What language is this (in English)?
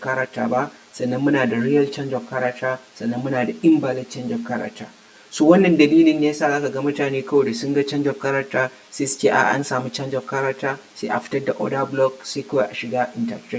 Hausa